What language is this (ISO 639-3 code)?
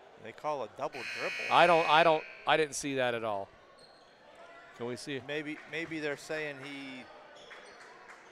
eng